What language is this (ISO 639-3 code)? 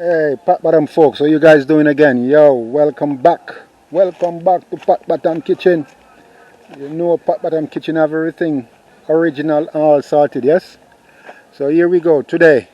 jam